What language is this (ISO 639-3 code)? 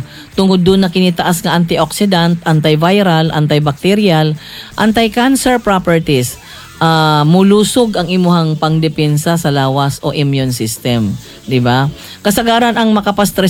ceb